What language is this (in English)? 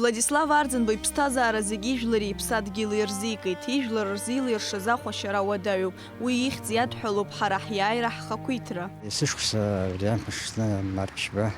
Abkhazian